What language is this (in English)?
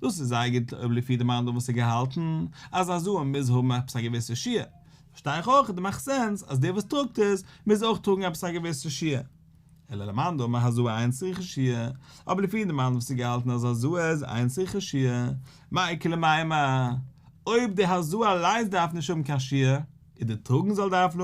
Yiddish